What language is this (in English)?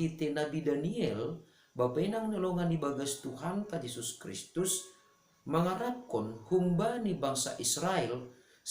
Batak Simalungun